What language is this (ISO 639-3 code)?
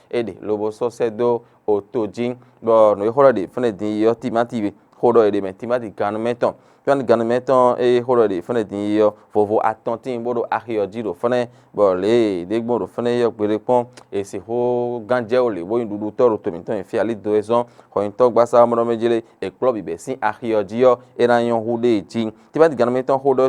fon